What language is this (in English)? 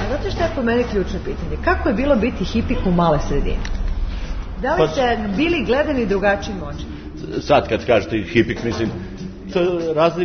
Serbian